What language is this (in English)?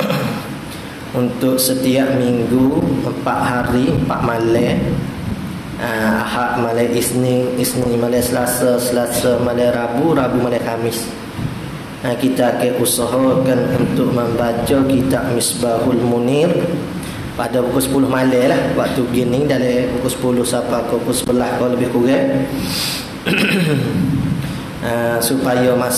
Malay